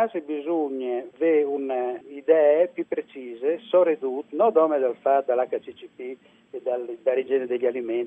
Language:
Friulian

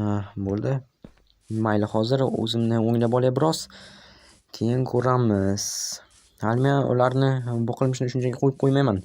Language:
Uzbek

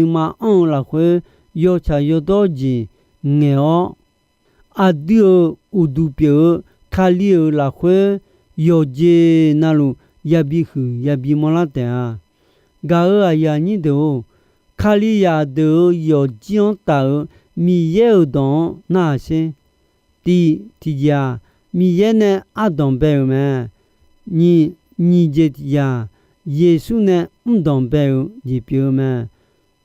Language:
Akha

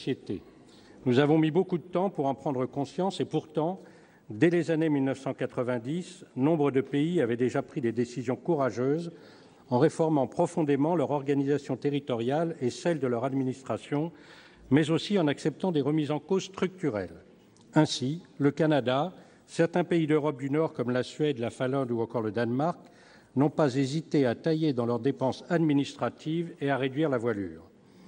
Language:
French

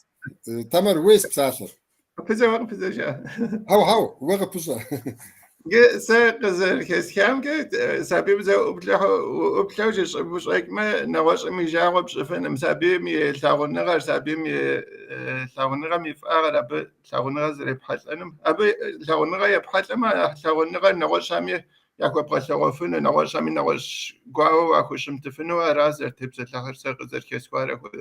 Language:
Kabardian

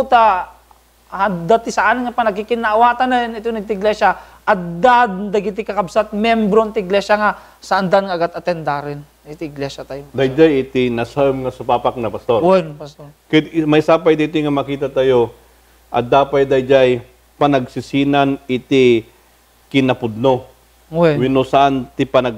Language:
Iloko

